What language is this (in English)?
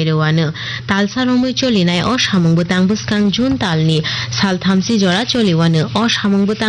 Kok Borok